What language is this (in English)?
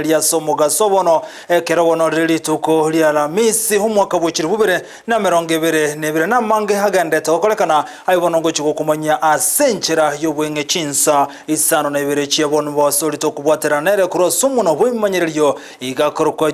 Gusii